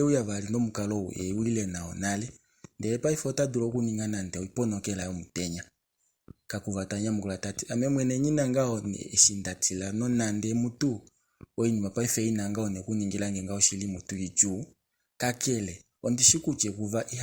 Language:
Kuanyama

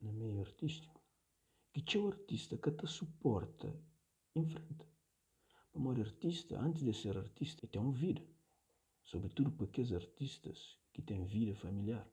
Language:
Kabuverdianu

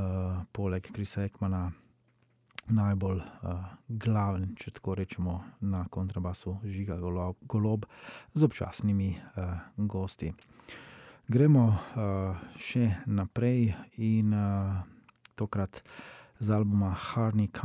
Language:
Slovenian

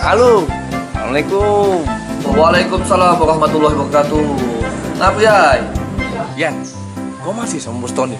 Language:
Musi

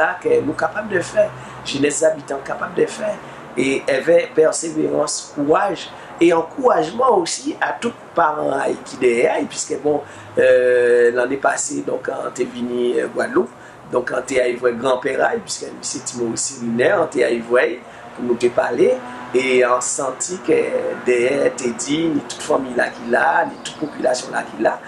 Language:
Guadeloupean Creole French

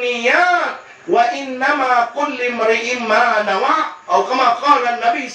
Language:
Maranao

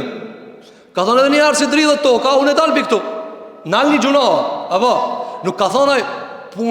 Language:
Albanian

